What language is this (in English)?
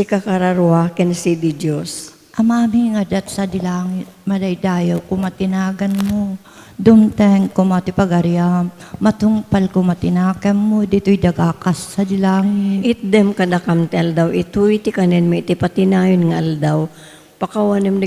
Iloko